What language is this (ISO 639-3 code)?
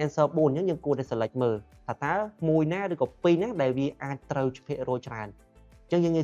khm